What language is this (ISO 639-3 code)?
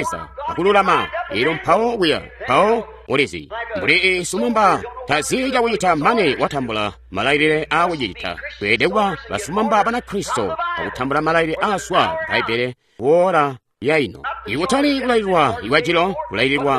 toi